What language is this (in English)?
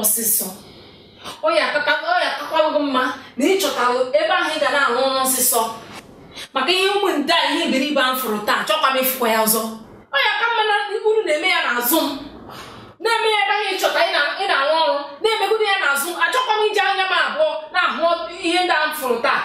Igbo